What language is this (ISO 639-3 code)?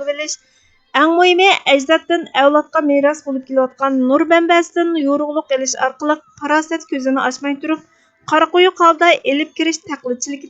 uig